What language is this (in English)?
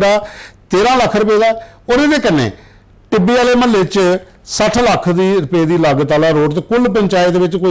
Dogri